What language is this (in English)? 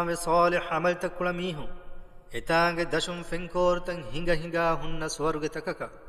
Divehi